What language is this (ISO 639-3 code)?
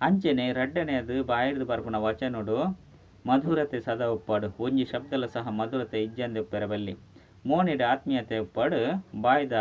tcy